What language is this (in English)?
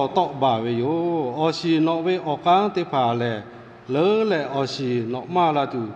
Lahu